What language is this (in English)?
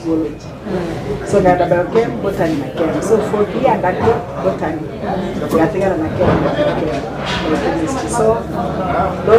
Gusii